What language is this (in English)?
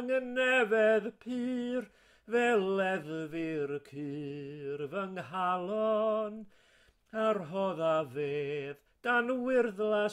Welsh